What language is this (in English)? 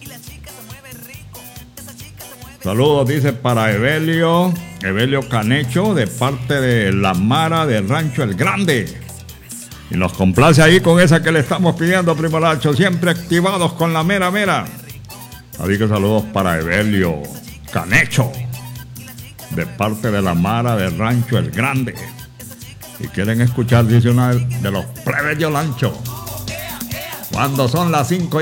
Spanish